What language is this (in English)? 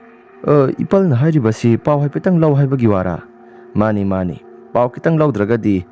Manipuri